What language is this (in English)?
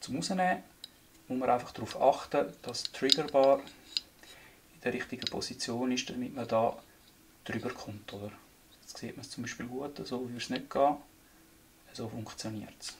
Swiss German